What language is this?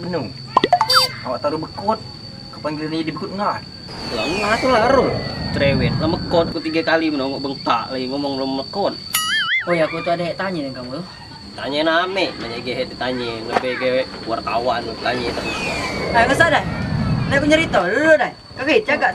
Musi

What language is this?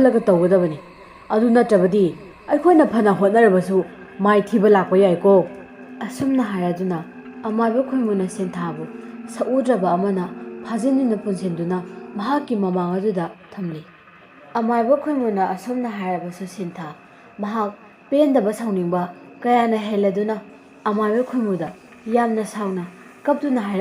Manipuri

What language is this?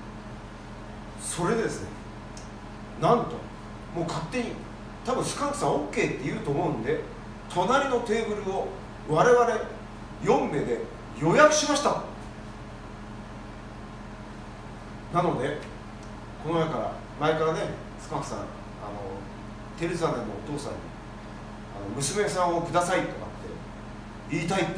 Japanese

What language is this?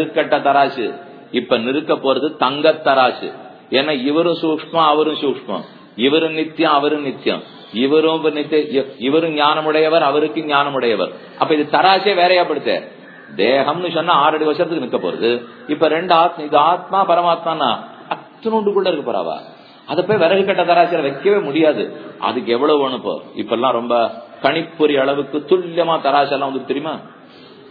Tamil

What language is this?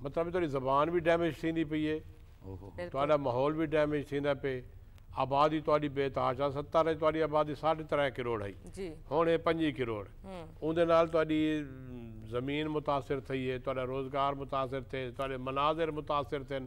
Saraiki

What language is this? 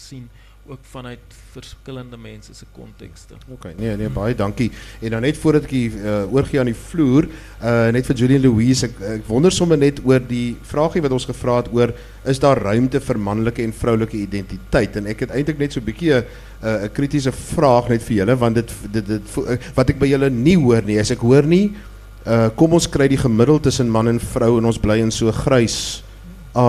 Afrikaans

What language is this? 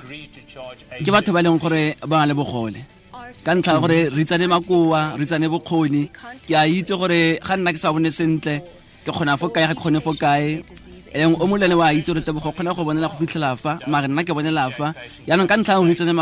Tswana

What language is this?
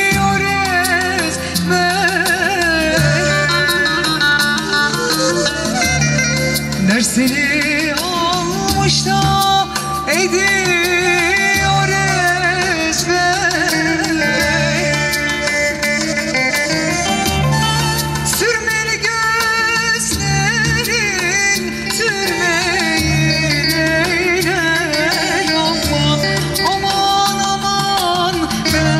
Turkish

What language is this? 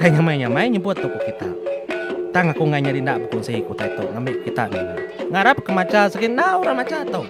Iban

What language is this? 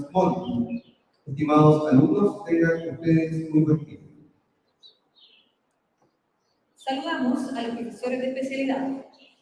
Spanish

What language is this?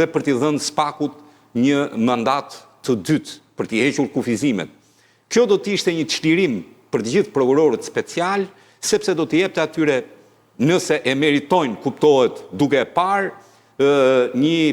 Albanian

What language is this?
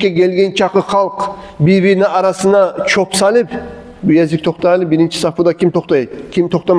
Kumyk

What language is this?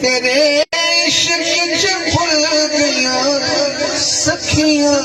Saraiki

